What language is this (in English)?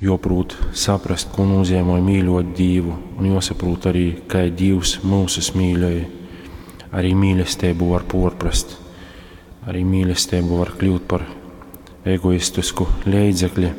Latgalian